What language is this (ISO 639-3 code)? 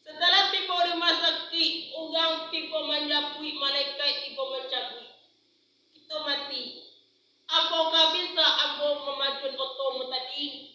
min